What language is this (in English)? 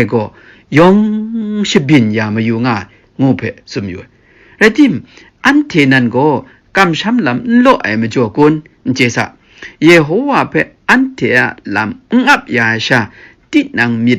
Kachin